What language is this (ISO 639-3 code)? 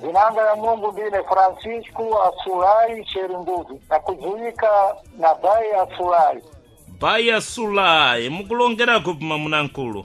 seh